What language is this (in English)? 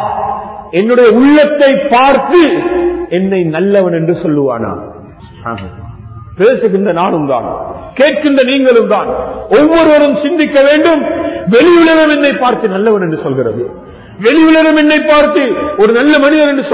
Tamil